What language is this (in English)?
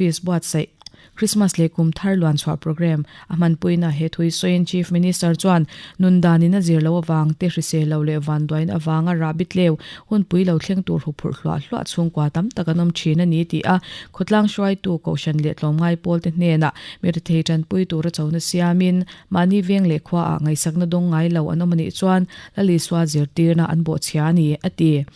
Mizo